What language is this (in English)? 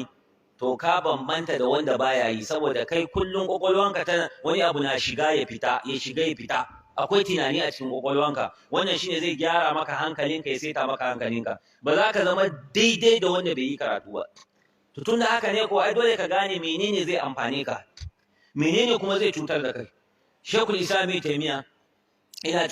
Hausa